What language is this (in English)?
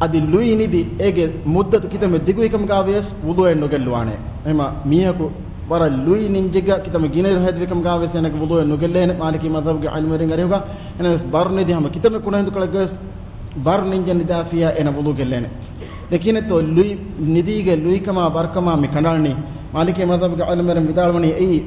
Divehi